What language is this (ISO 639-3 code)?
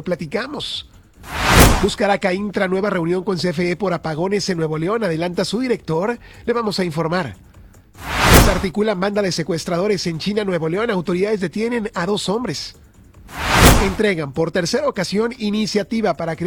spa